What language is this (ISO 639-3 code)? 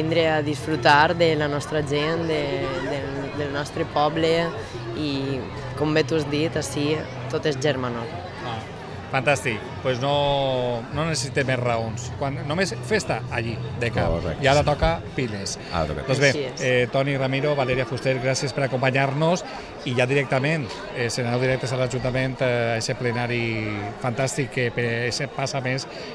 cat